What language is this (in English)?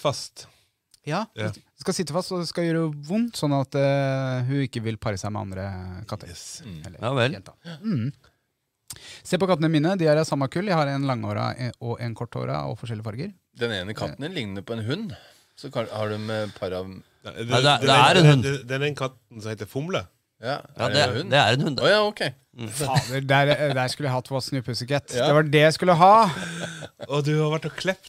Norwegian